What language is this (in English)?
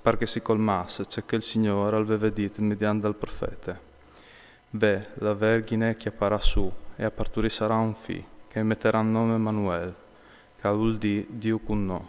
Friulian